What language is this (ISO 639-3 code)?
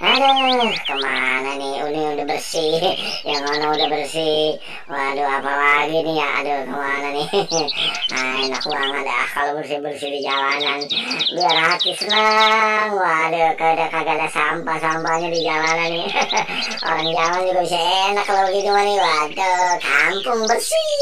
bew